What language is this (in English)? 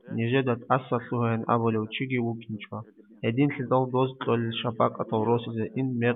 Avaric